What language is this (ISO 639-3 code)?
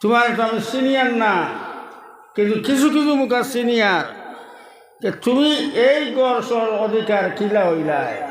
syl